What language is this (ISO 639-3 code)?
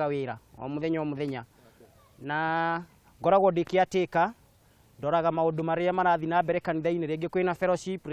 kik